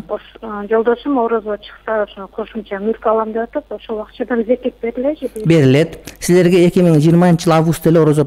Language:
Kyrgyz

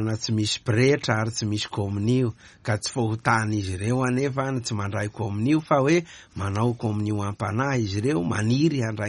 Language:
Malagasy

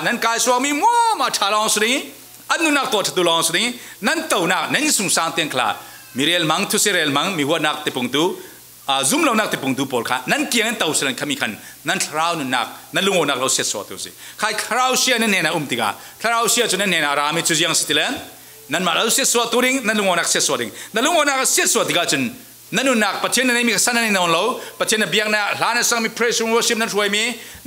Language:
Falam Chin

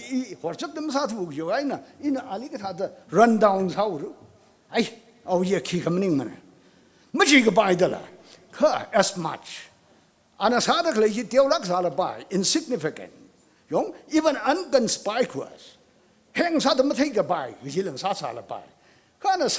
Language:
Tangkhul Naga (India)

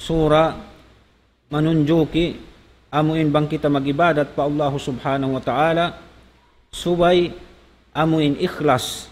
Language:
Tausug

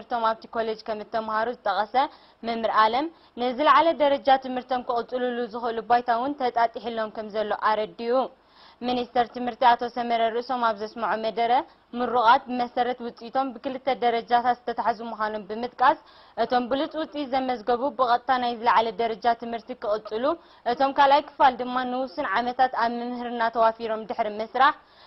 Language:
Tigrinya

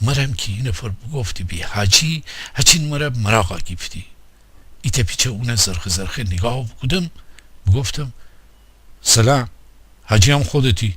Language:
Gilaki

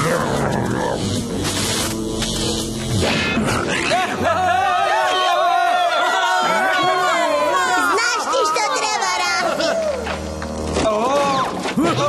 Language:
Croatian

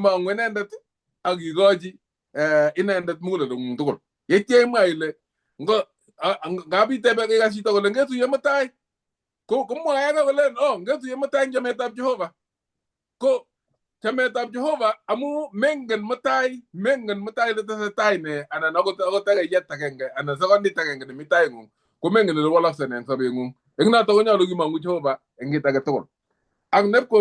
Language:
Kalenjin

